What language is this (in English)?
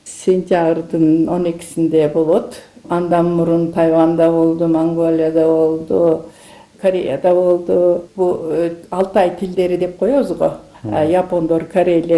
Kyrgyz